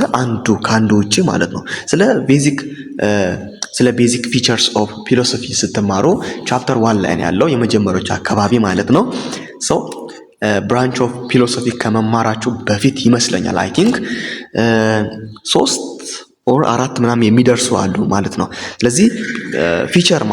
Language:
Amharic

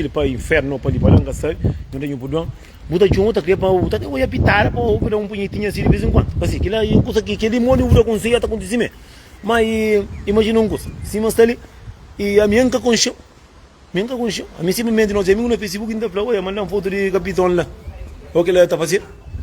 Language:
Kabuverdianu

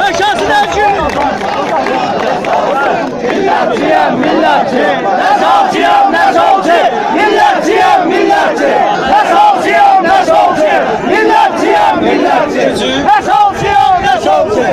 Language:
South Azerbaijani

